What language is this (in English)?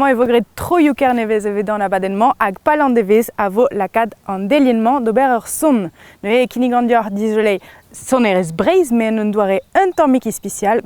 Breton